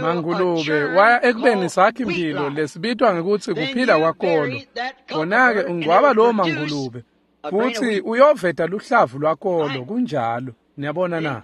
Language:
Swati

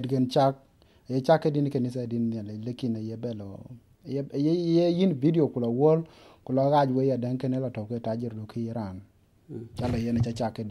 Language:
Dinka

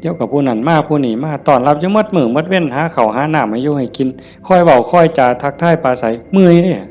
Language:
Northeastern Thai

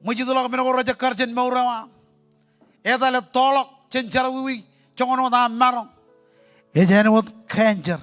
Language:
Marshallese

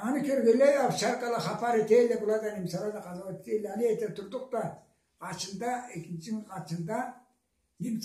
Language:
Karachay-Balkar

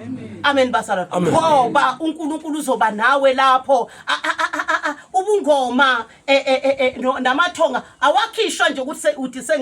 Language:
Zulu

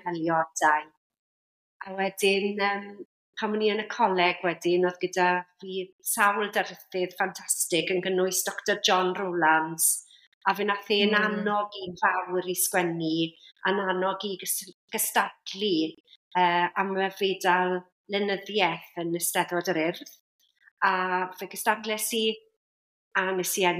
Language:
Welsh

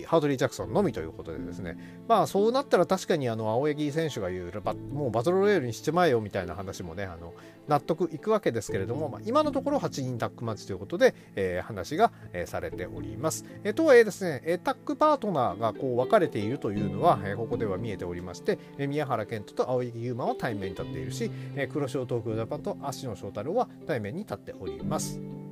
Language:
Japanese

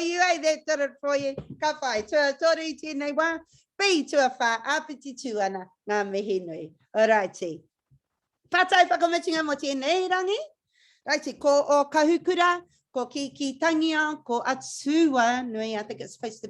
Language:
Māori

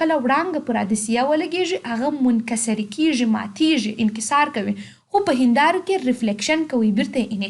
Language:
Pashto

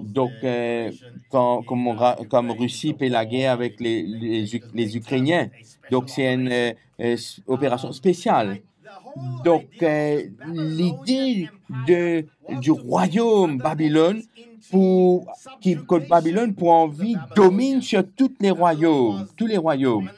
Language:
Morisyen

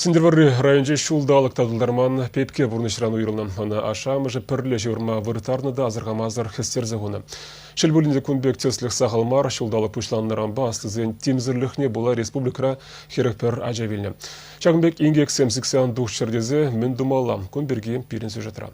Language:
Chuvash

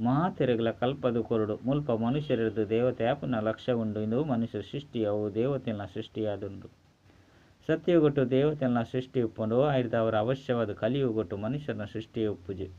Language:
Tulu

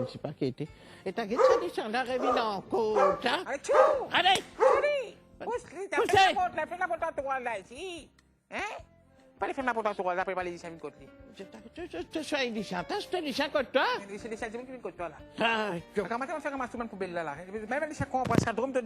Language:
Morisyen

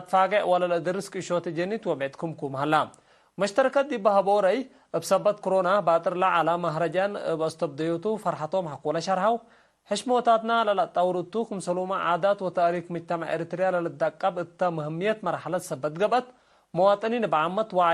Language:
Tigre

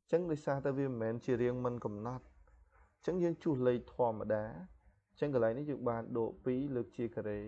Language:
Khmer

